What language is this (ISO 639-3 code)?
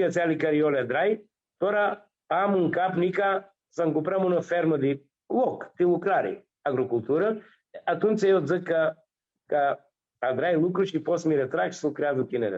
rup